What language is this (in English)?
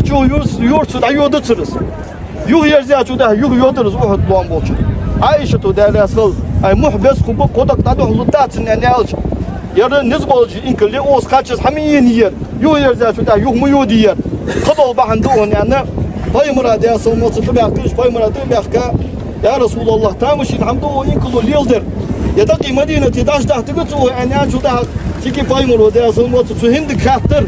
Ingush